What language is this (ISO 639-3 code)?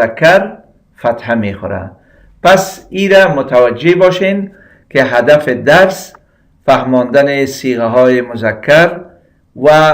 fas